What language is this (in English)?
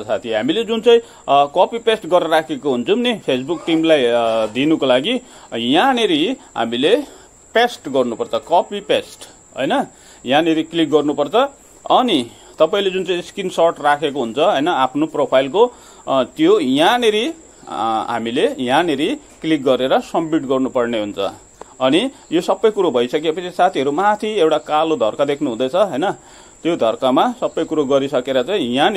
Nepali